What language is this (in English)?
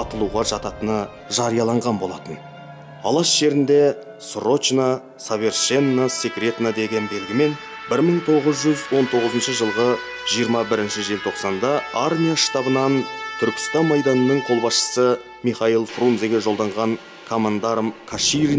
Kazakh